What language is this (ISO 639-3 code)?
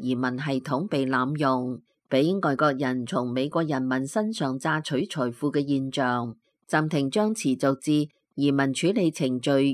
yue